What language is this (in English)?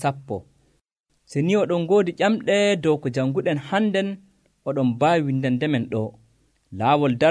Nigerian Fulfulde